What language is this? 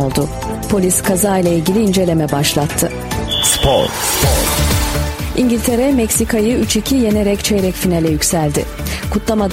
Turkish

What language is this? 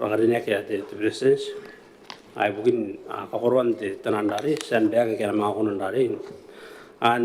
Gilbertese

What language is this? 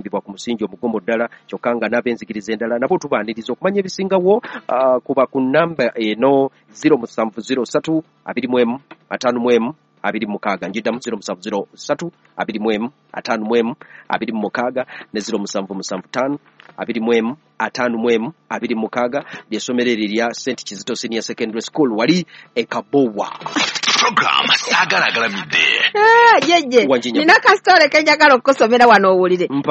Ganda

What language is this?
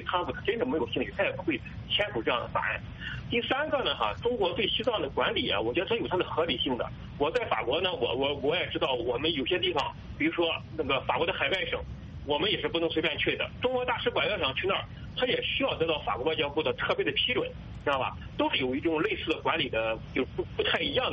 Chinese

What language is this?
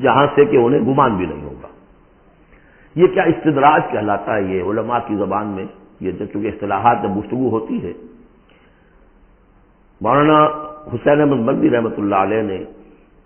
Urdu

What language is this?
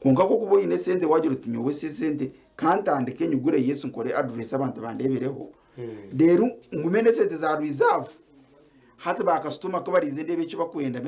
Nyankole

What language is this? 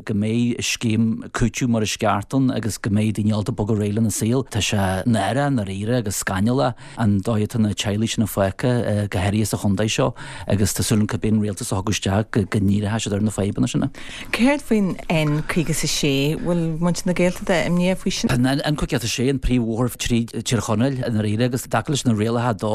Irish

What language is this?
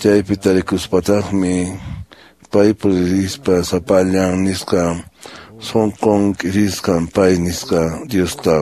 Quechua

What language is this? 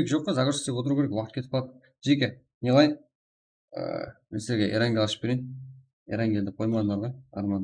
Kara-Kalpak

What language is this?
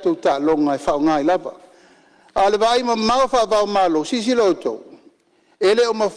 Samoan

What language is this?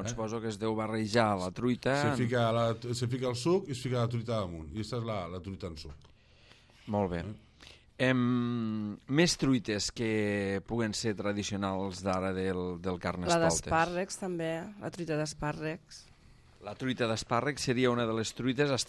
Catalan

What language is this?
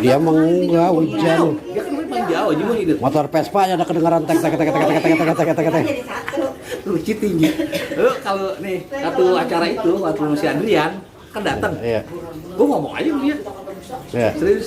Betawi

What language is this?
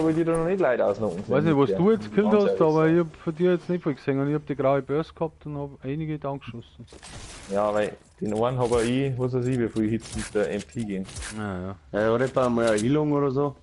Bavarian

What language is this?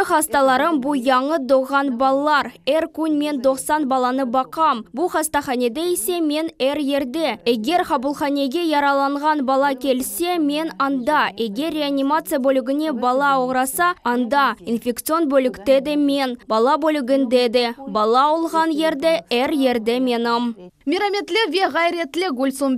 Crimean Tatar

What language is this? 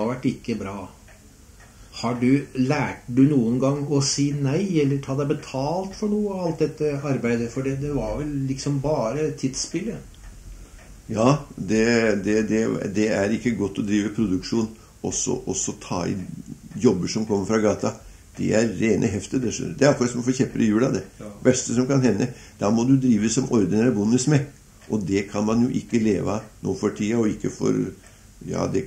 Norwegian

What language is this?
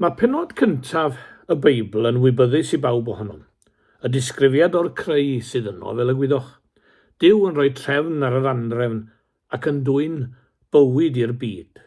Welsh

